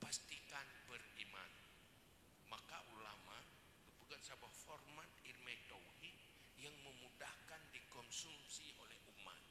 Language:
Achinese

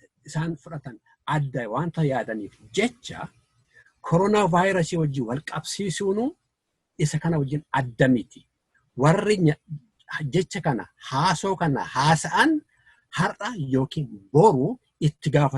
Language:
Oromo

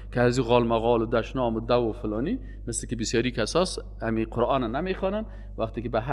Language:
Persian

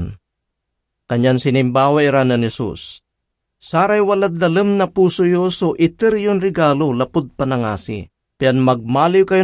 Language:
Pangasinan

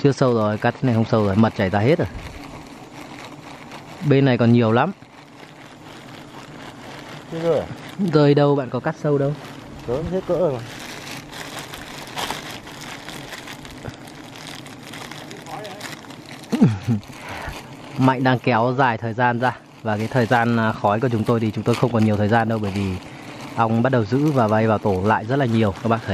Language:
Vietnamese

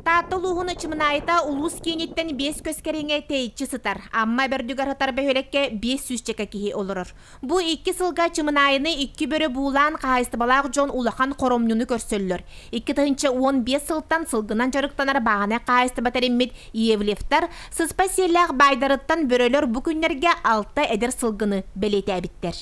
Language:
Yakut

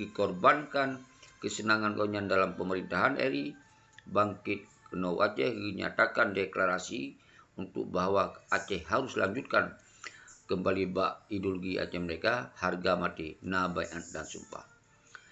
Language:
Achinese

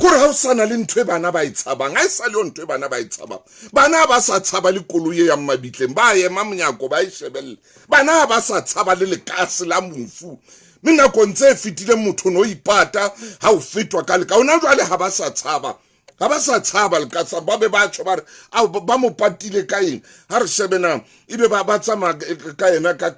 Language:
Southern Sotho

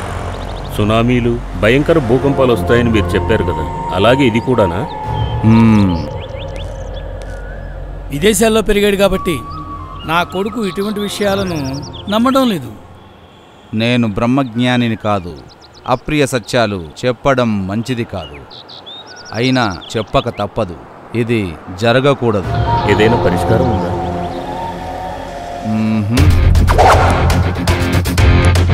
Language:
Telugu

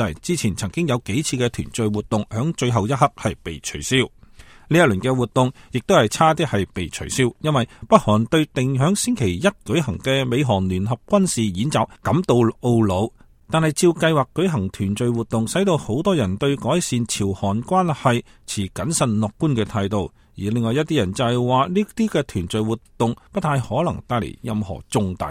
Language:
Cantonese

